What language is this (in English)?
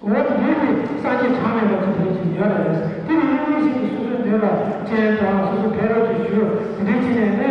Tibetan